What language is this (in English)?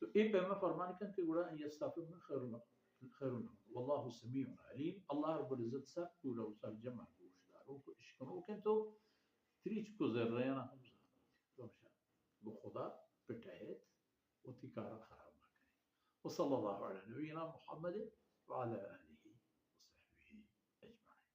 Baluchi